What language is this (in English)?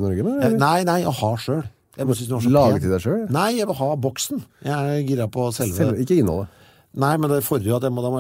Norwegian